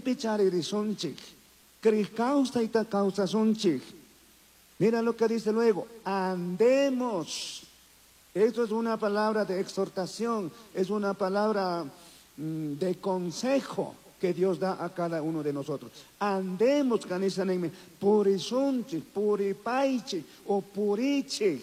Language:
Chimborazo Highland Quichua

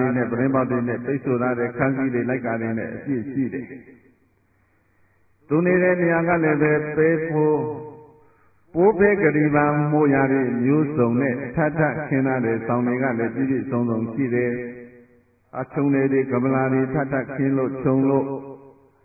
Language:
Burmese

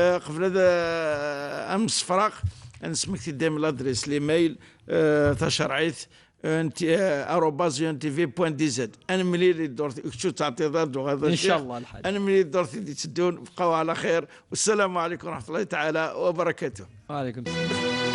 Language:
Kabyle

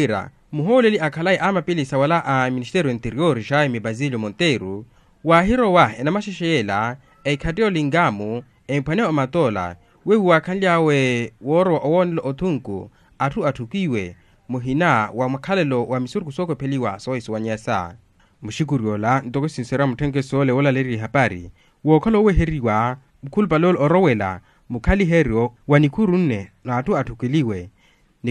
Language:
Makhuwa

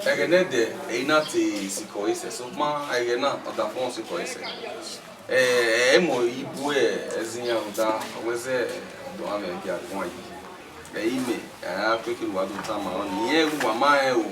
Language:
Bini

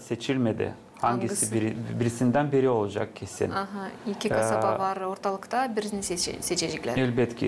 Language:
Gagauz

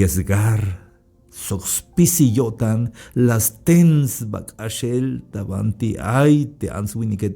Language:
Tzeltal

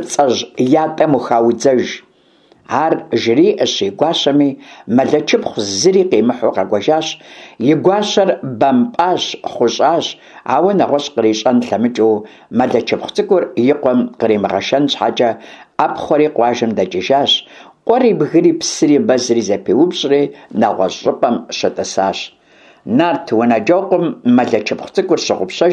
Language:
Kabardian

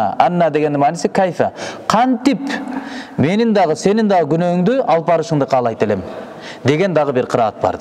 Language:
Kyrgyz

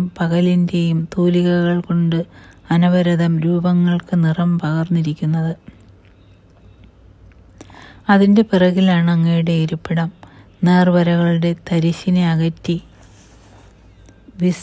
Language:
Malayalam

